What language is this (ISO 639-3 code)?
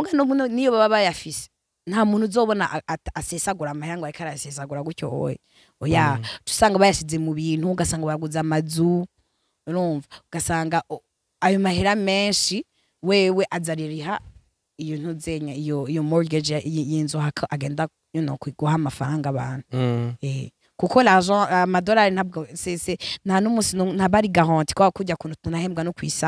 run